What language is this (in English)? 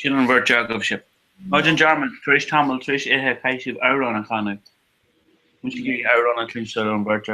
Irish